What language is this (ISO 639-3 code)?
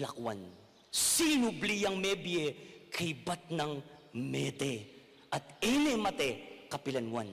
pam